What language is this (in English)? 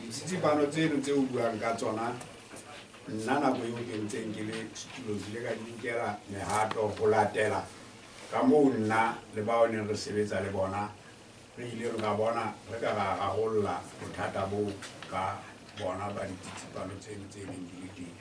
Southern Sotho